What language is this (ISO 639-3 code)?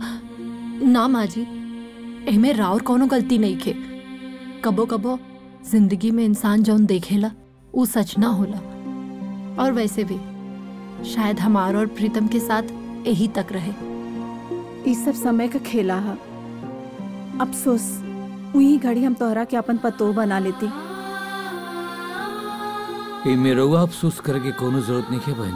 bho